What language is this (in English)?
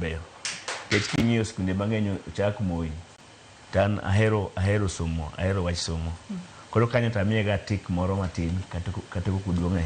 Luo (Kenya and Tanzania)